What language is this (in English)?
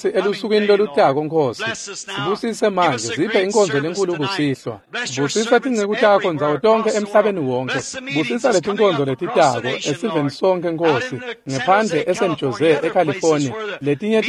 Swati